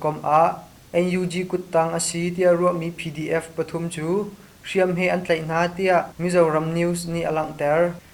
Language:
Hakha Chin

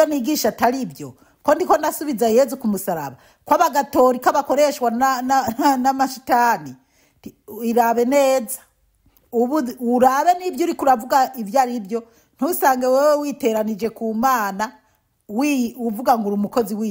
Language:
Rundi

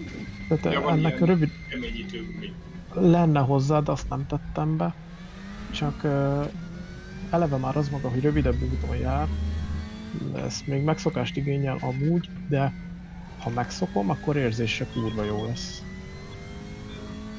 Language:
Hungarian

